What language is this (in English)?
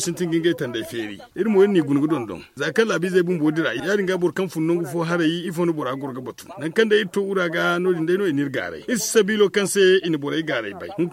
Zarma